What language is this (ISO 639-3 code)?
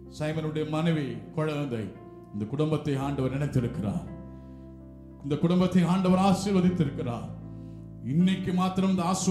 tam